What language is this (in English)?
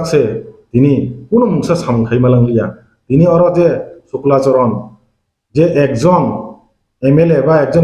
Kok Borok